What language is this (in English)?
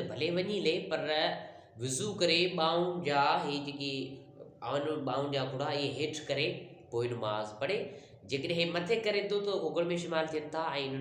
Sindhi